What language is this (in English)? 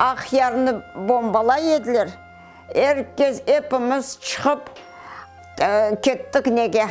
Crimean Tatar